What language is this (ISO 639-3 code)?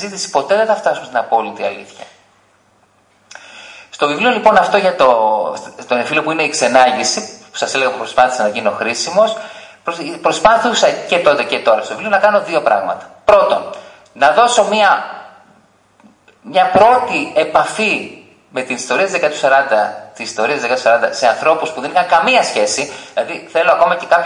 ell